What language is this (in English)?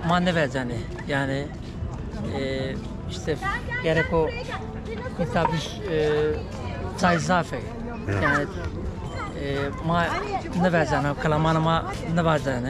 Zaza